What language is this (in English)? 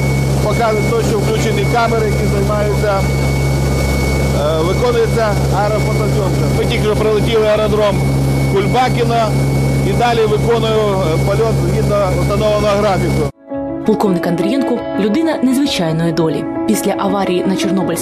Ukrainian